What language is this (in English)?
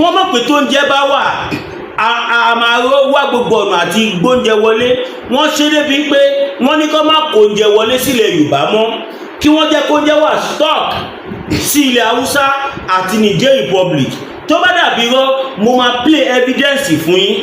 Yoruba